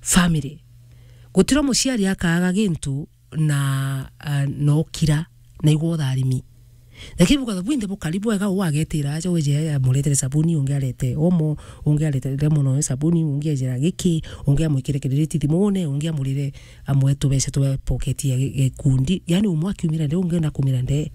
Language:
Meru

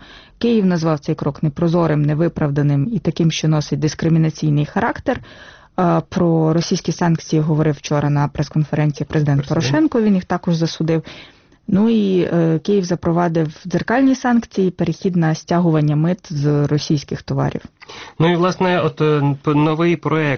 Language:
Ukrainian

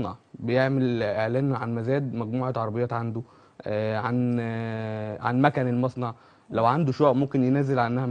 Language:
Egyptian Arabic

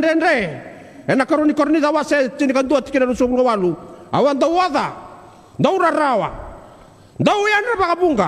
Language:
Fijian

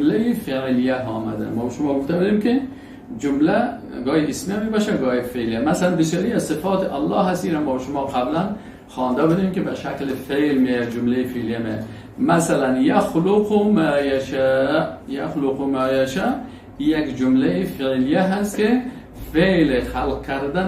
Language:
Persian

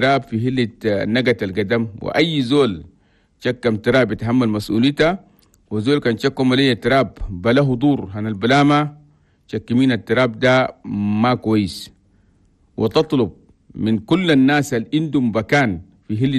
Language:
Chadian Arabic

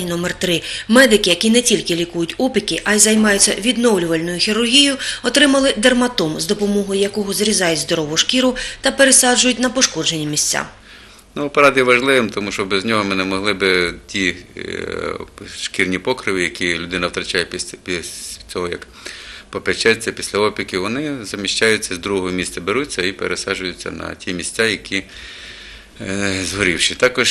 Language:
Ukrainian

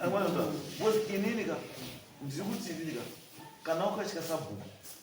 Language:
Shona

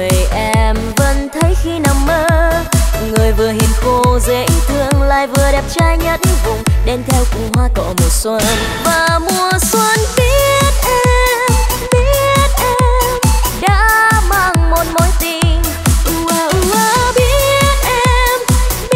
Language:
Vietnamese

